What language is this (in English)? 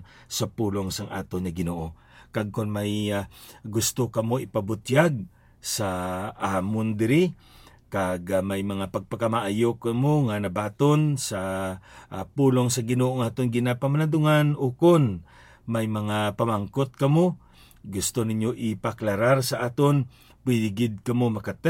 Hiligaynon